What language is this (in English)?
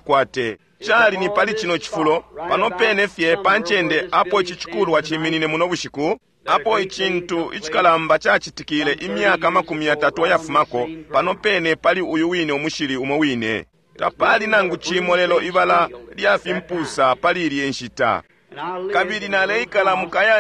Bemba